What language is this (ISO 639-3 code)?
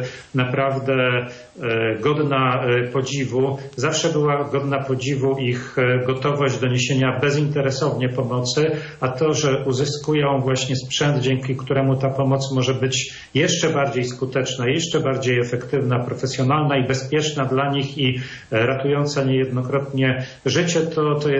pol